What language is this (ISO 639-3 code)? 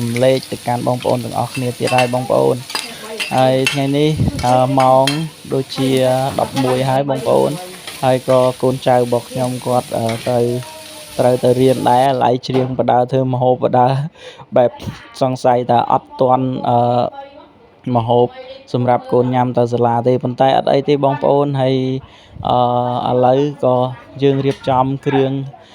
khm